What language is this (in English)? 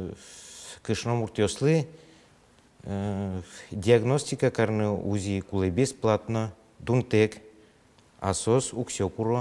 Udmurt